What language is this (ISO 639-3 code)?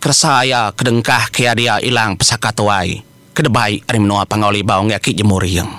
iba